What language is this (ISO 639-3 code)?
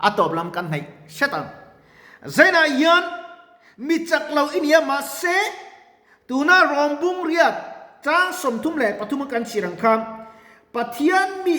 lus